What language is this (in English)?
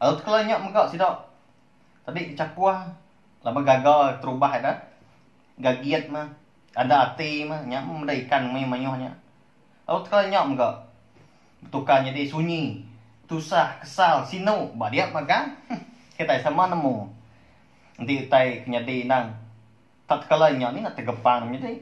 Iban